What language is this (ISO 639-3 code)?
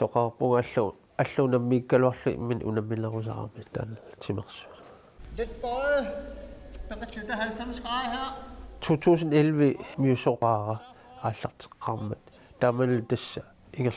kal